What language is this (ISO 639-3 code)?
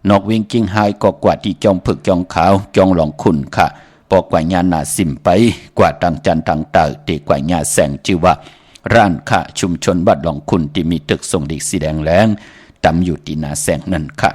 shn